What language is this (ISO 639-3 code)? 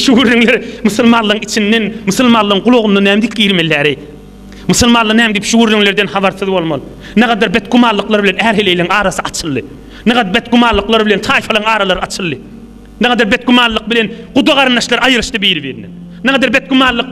tuk